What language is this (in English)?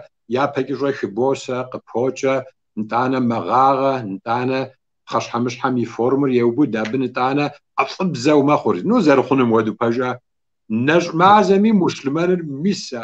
Kabardian